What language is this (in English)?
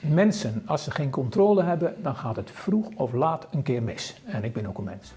Western Frisian